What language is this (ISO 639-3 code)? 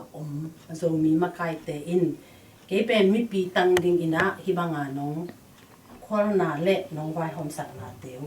ctd